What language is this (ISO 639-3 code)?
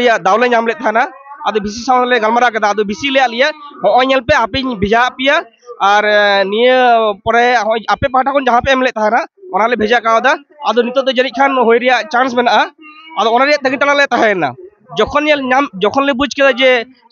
sat